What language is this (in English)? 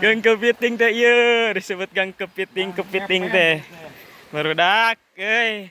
Sundanese